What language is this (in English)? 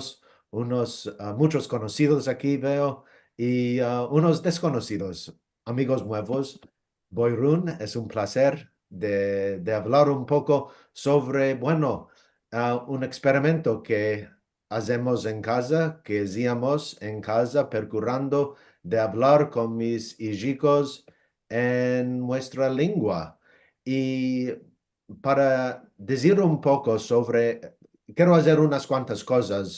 Ladino